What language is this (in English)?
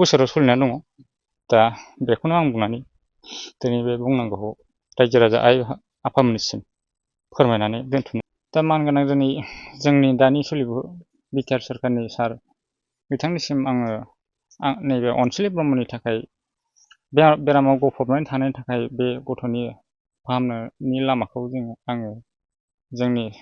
Bodo